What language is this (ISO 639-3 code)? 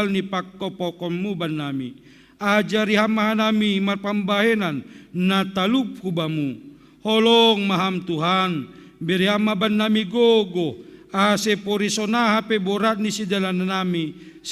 bts